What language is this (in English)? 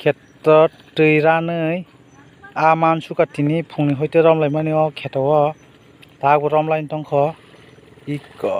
Kok Borok